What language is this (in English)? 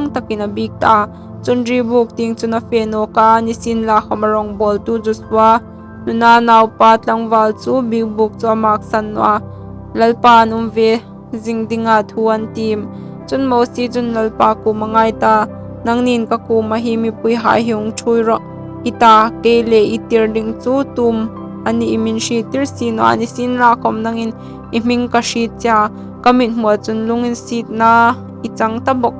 Hmar